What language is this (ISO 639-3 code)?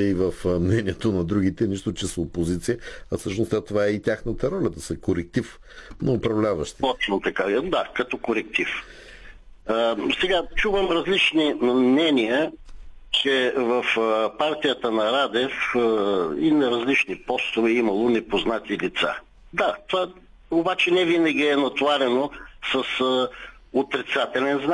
bul